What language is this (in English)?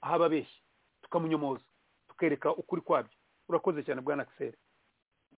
Kinyarwanda